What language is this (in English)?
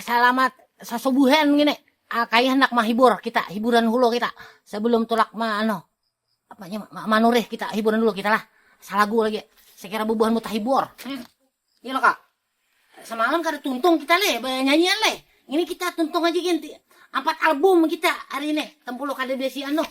Banjar